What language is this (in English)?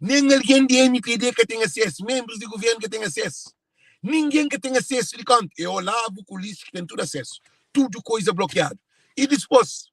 Kabuverdianu